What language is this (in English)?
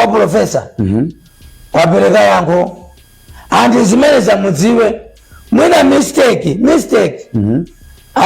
Nyanja